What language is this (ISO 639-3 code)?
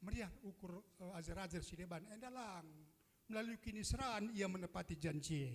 btx